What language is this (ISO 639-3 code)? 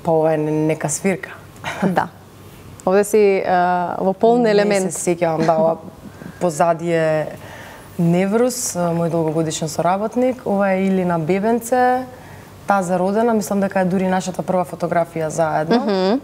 mkd